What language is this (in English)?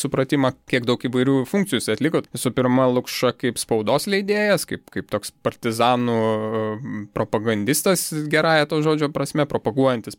Lithuanian